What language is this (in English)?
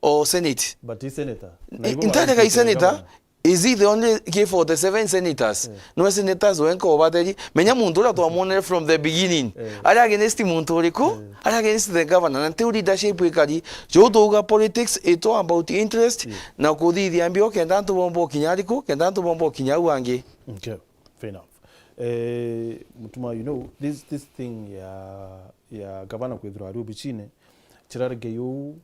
Meru